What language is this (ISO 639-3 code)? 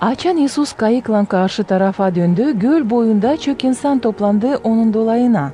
gag